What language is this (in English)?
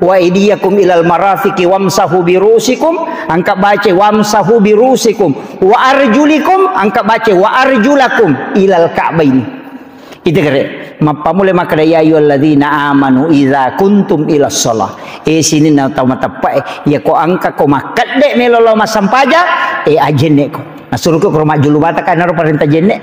Buginese